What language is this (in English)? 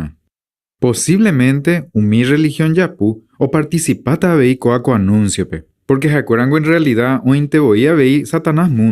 Guarani